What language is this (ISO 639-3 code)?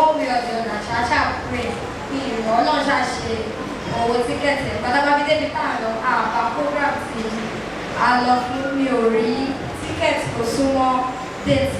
yor